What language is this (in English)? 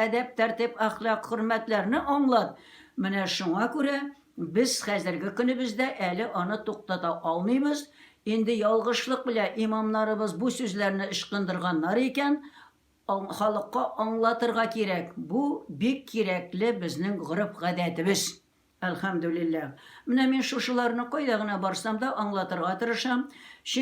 Tatar